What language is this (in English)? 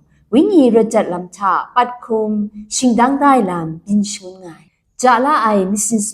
Kachin